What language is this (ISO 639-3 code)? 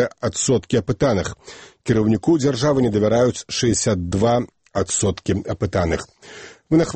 bel